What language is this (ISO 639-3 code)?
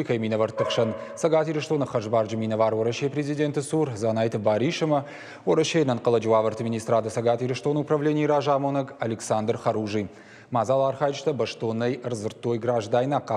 oss